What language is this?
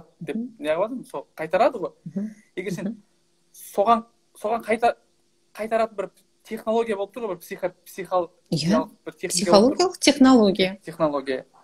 Kazakh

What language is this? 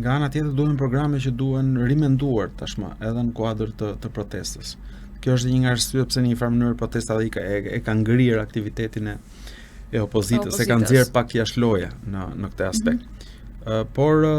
Albanian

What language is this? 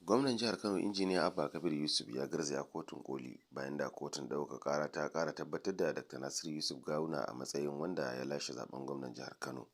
Hausa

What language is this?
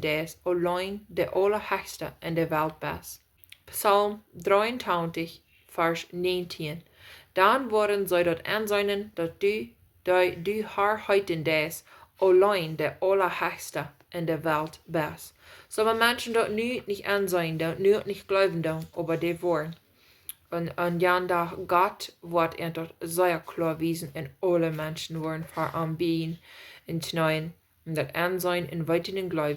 Plautdietsch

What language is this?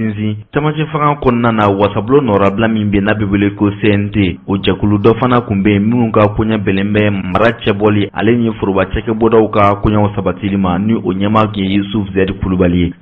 Bambara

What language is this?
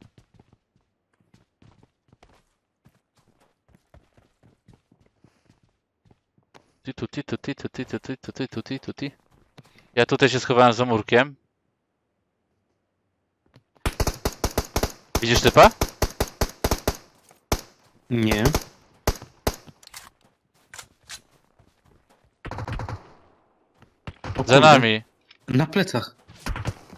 Polish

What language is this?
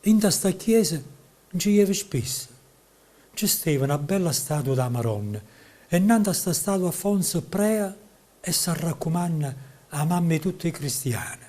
Neapolitan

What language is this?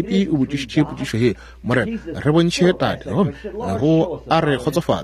Northern Sotho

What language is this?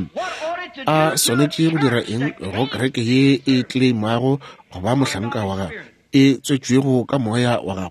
Northern Sotho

